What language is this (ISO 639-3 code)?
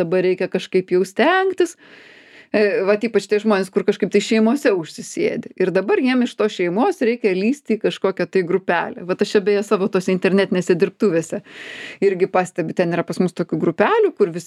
lit